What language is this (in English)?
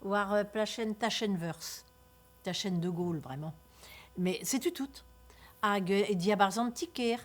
Breton